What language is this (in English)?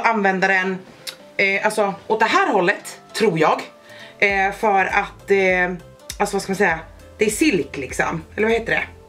Swedish